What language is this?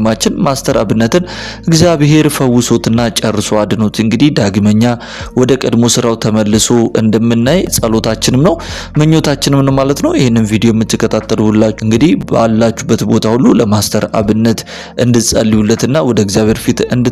Amharic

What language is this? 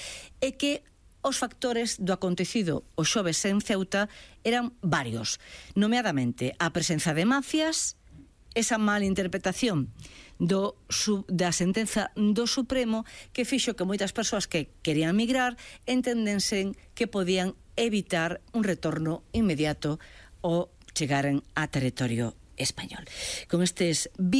Galician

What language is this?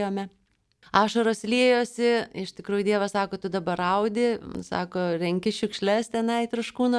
Lithuanian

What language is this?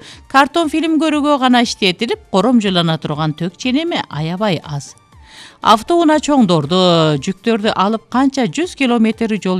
Kyrgyz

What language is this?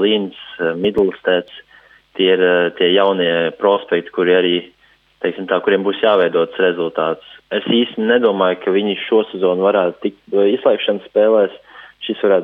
Latvian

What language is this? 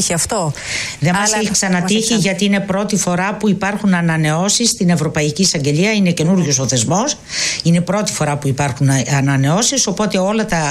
Greek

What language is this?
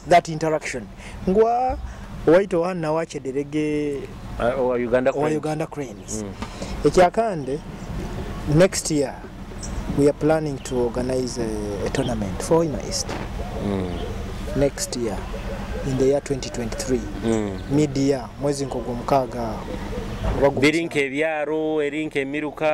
Nyoro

